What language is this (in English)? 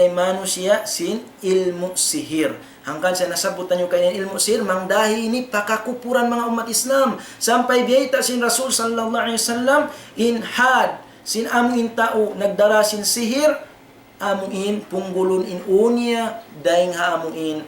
Tausug